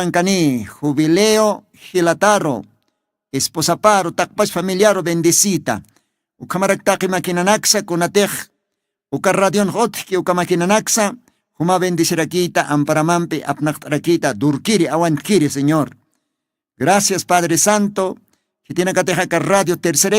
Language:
Aymara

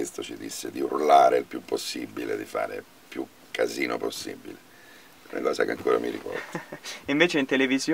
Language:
Italian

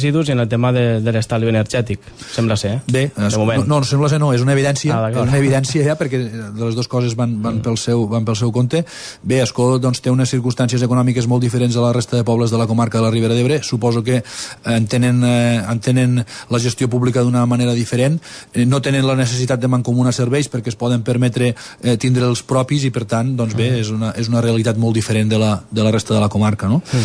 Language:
Catalan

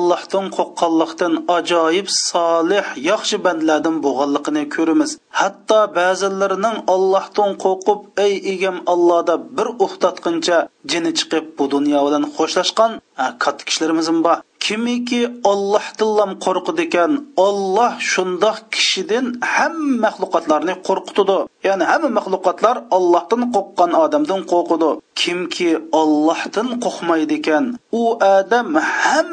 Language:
Uyghur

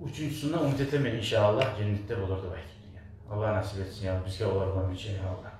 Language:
Kumyk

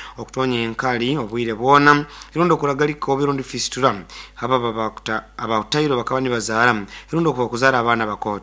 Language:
Nyoro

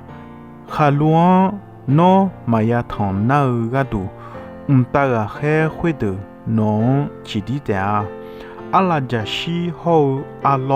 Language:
Akha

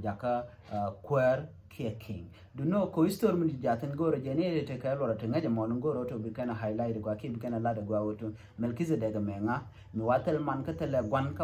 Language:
Nuer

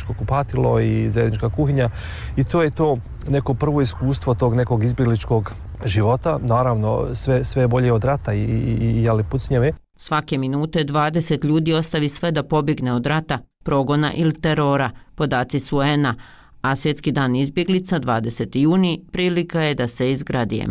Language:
Bosnian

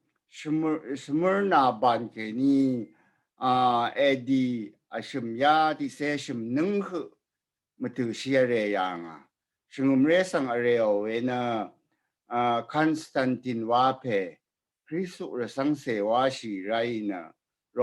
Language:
Rawang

